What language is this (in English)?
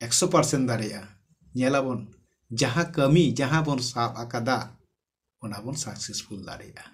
Santali